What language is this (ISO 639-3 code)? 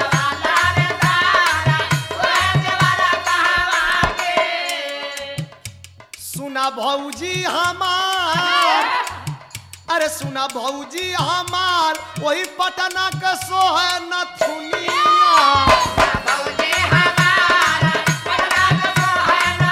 bho